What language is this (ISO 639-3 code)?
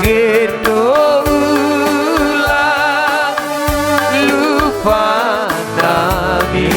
bbc